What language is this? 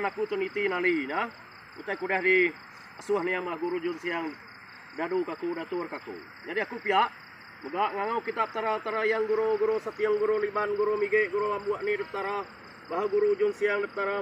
Iban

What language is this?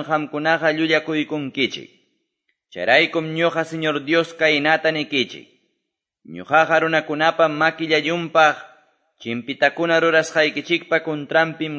Quechua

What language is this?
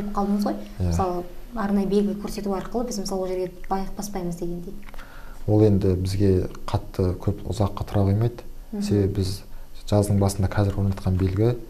Kazakh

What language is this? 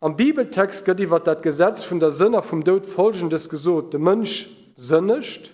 Luxembourgish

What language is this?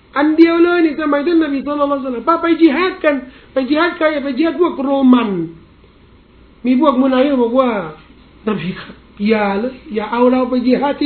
Thai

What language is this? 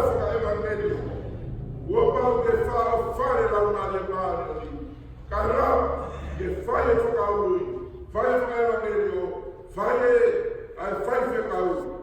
Tongan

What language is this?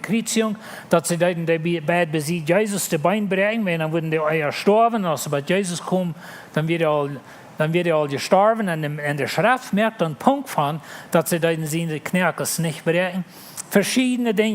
Plautdietsch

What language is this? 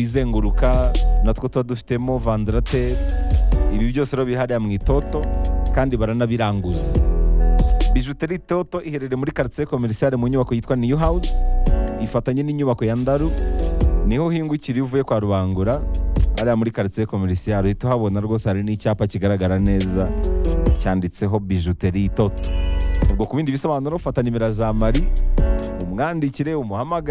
Kinyarwanda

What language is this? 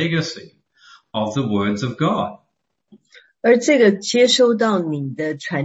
Chinese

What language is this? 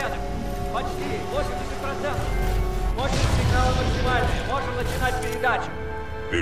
Russian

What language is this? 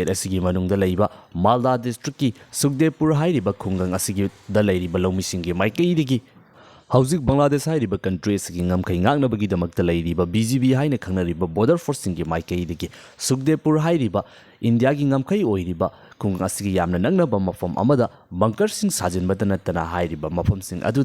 Manipuri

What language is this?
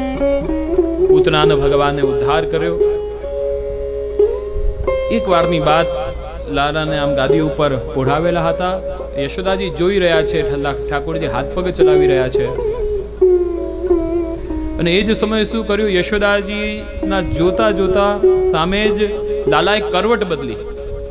Gujarati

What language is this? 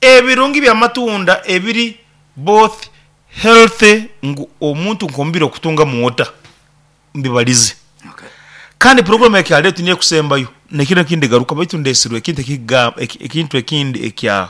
Nyoro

